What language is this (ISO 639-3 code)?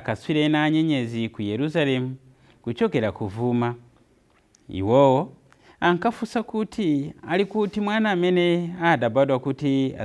nya